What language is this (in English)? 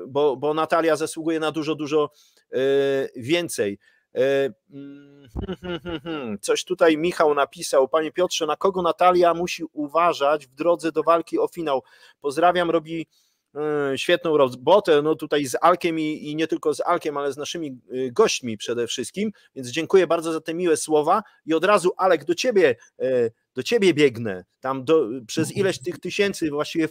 Polish